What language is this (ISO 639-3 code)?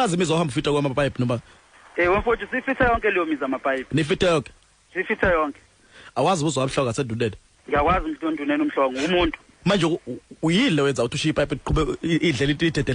zul